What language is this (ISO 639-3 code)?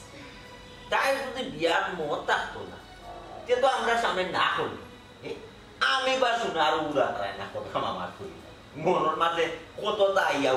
syl